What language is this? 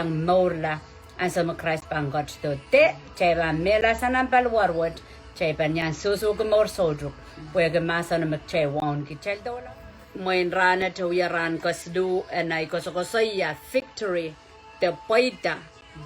Pohnpeian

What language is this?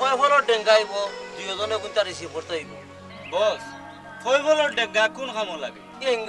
Sylheti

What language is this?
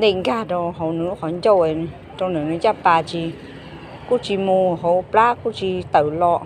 Hmong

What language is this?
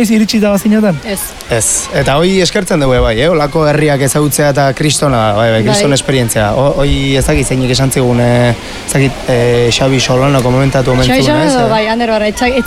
Basque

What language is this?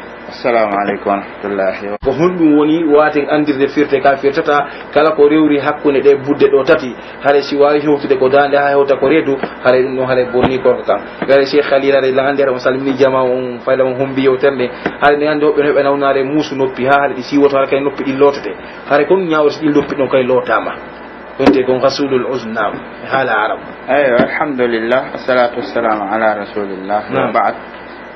Pular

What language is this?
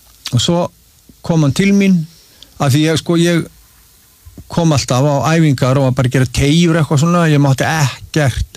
Icelandic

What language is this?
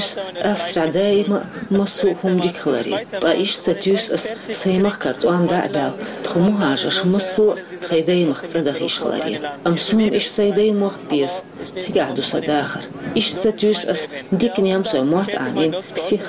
Chechen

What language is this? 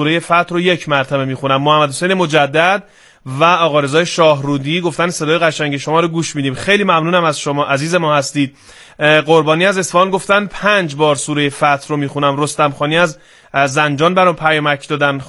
Persian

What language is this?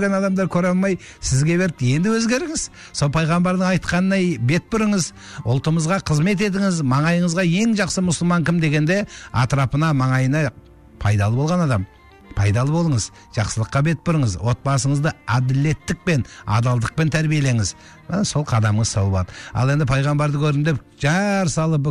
Kazakh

